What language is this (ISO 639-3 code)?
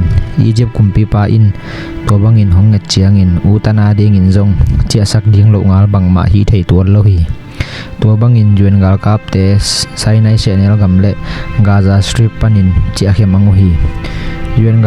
ctd